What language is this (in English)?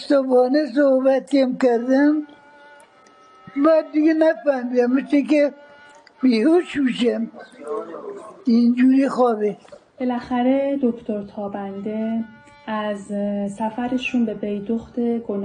Persian